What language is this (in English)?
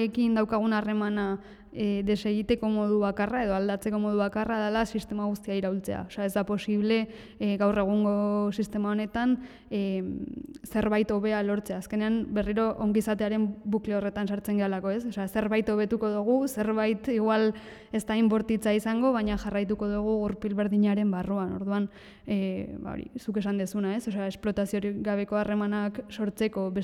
Basque